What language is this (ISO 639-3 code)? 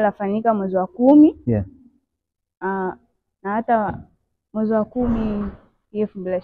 swa